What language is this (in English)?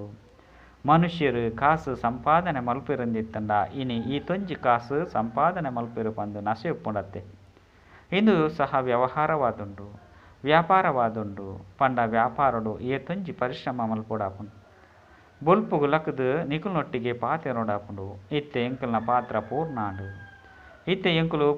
Tulu